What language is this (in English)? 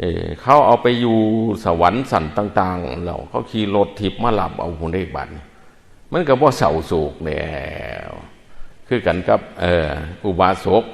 Northeastern Thai